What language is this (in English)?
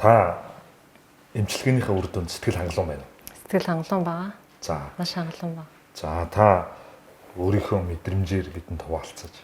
Mongolian